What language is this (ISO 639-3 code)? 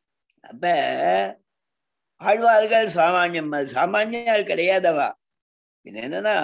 tam